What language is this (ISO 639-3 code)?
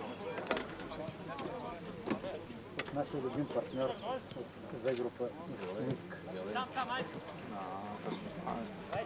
bul